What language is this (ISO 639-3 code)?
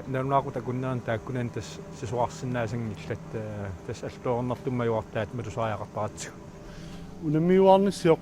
kal